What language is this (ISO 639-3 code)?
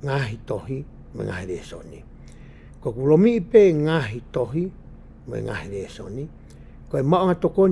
ton